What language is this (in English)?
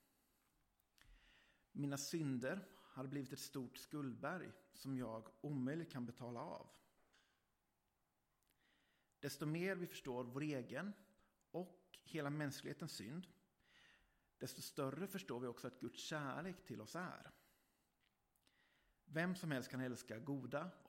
Swedish